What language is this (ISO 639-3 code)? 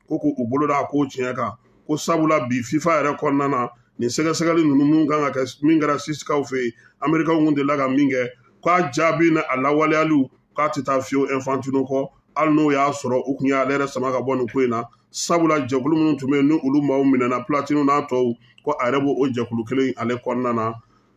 bam